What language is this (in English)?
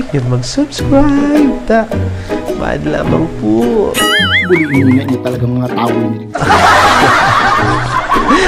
Bikol